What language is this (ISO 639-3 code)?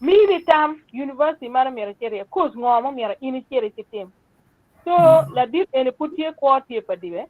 ach